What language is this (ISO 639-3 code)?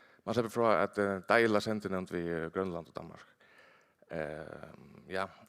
fao